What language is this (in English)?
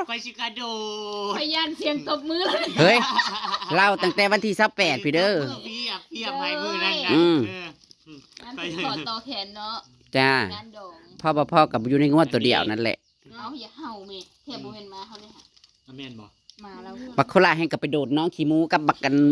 Northeastern Thai